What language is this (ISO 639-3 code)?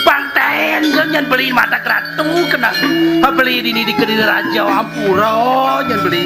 ban